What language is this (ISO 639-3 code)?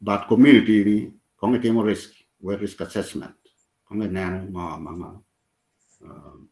ach